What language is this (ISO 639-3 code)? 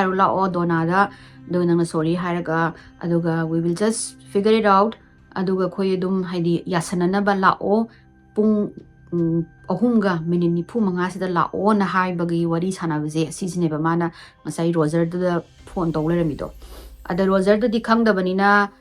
mni